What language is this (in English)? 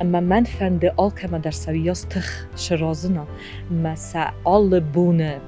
Ossetic